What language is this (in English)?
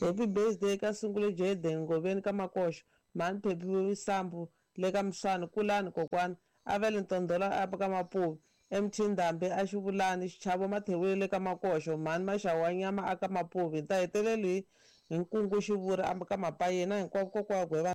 Tsonga